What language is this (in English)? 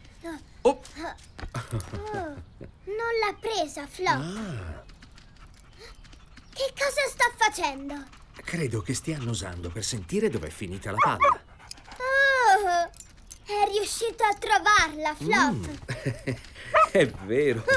Italian